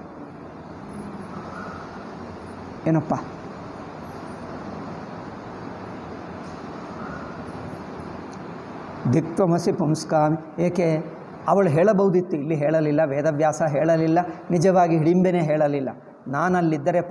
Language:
Kannada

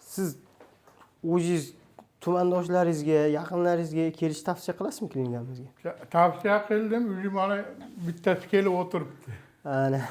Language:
Uzbek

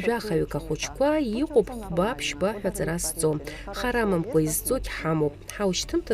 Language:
Abkhazian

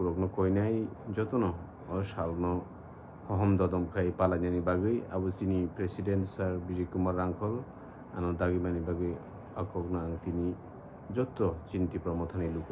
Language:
Kok Borok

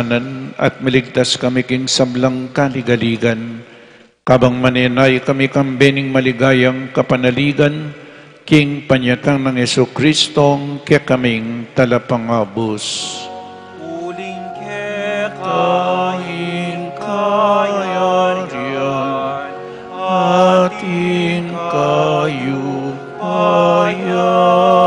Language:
Pampanga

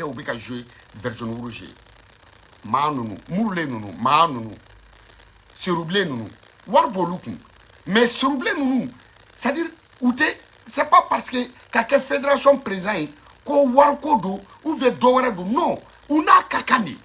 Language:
Bambara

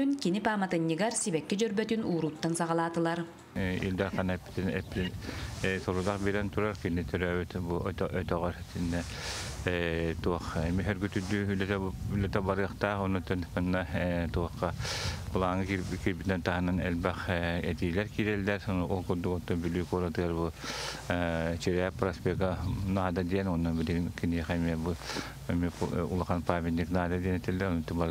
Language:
Yakut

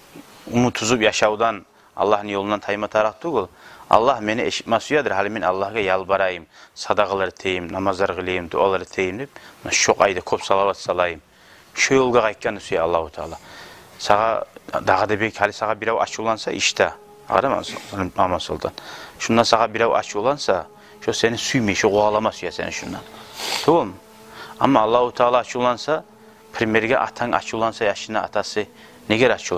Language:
Kumyk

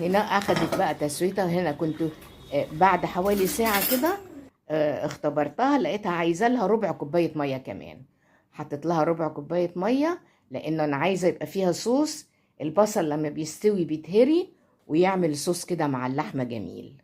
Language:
Egyptian Arabic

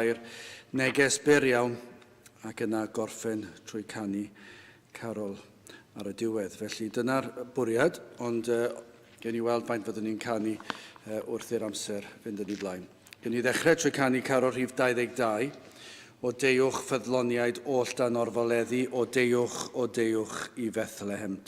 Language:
Welsh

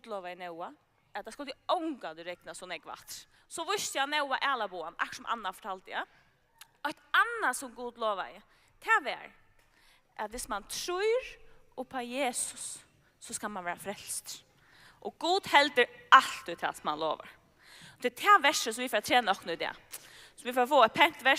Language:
Faroese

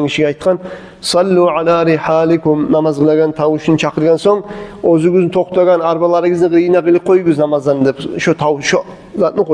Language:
Kumyk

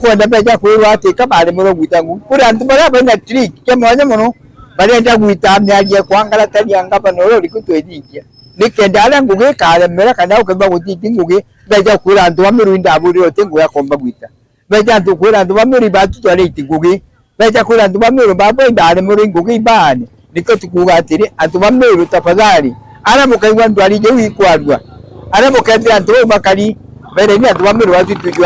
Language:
Meru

